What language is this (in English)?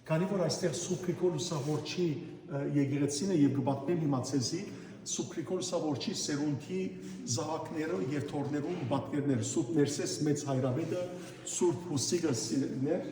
Western Armenian